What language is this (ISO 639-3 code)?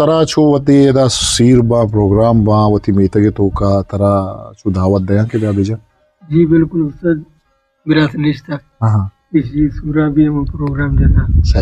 bgp